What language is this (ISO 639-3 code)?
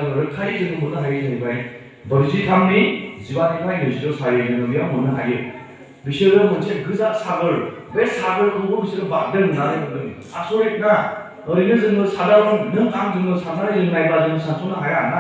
brx